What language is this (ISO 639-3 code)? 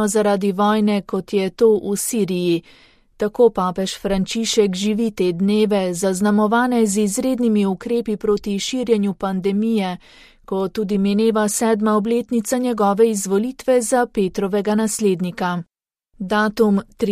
slv